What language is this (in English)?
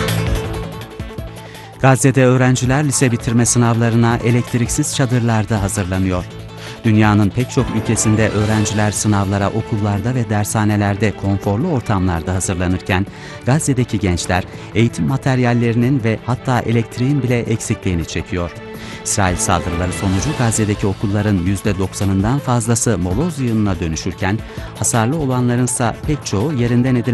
Turkish